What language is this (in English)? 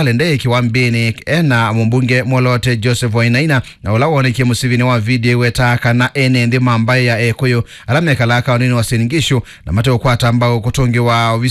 Kamba